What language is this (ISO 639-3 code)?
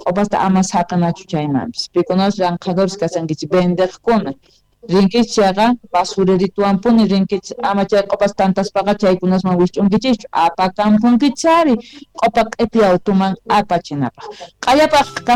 que